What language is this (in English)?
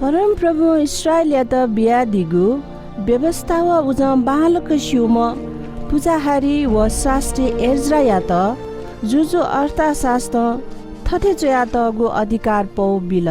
Newari